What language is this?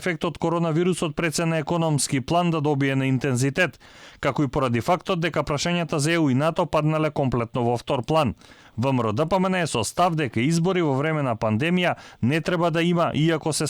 Macedonian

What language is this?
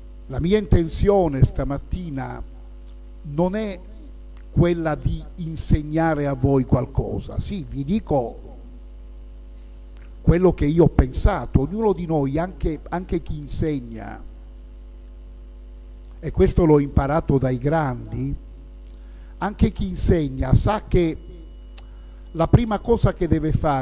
Italian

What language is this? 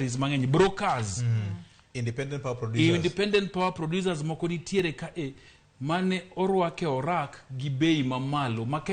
Luo (Kenya and Tanzania)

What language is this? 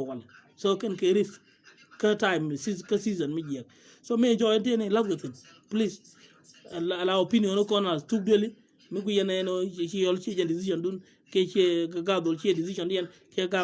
Nuer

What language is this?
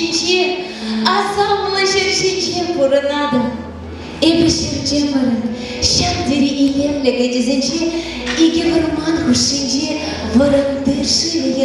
Chuvash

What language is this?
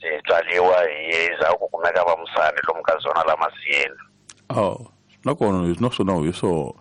Tsonga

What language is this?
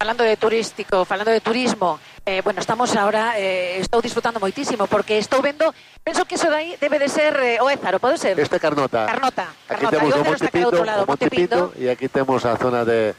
Galician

